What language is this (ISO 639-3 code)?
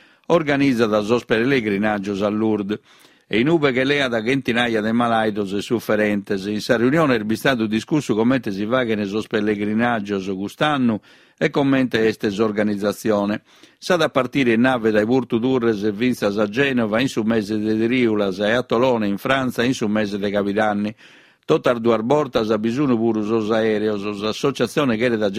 srd